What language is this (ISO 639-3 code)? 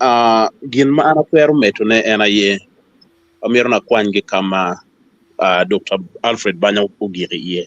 ach